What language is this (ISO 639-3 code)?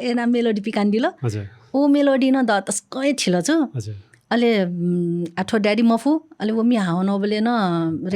new